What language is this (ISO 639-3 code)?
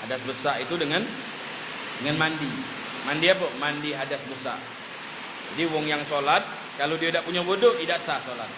mui